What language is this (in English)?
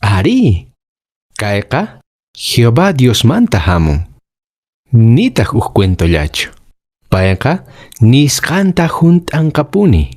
Quechua